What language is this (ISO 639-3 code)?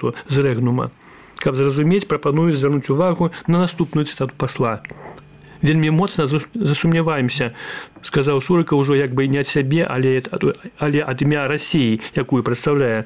bel